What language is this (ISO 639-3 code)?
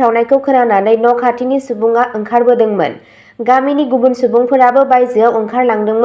brx